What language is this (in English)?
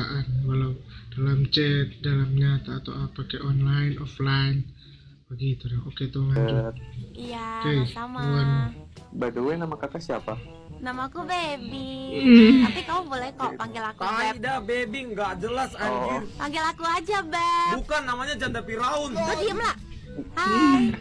Manado Malay